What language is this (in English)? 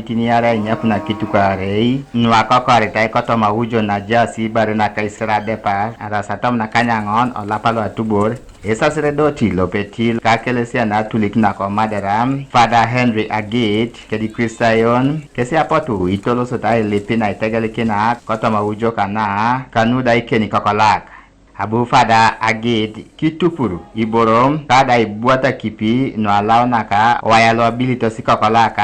Teso